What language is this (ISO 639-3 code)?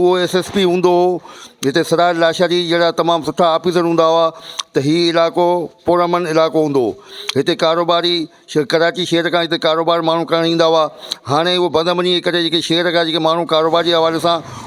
snd